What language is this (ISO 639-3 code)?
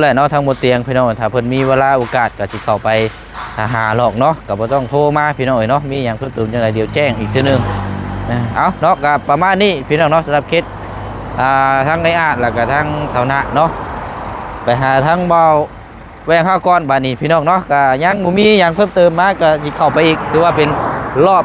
lao